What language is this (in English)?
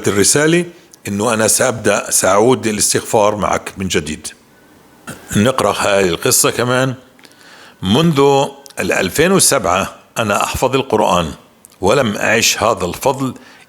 North Levantine Arabic